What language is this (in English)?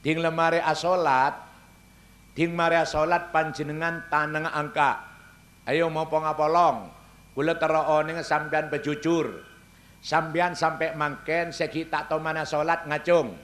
Madurese